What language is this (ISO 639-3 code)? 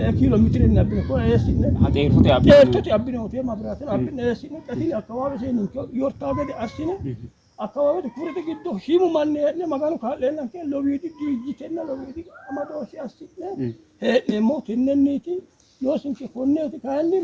sid